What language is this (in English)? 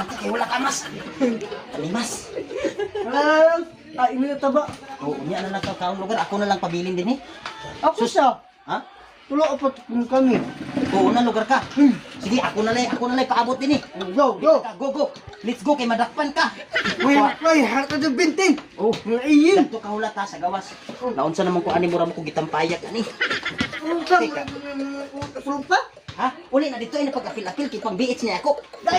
Cebuano